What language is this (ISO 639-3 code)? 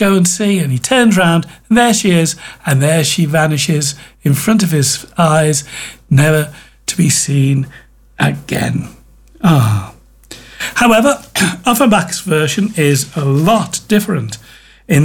eng